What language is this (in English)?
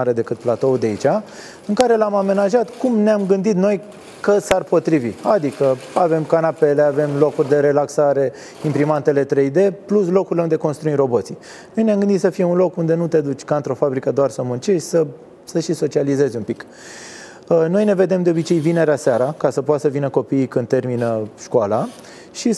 Romanian